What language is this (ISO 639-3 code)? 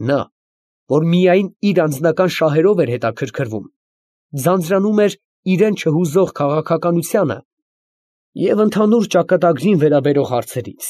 hye